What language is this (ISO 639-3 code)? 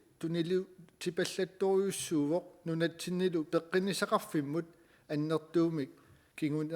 kal